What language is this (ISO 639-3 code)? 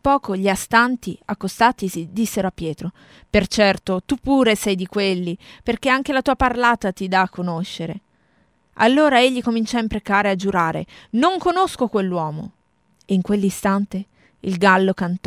ita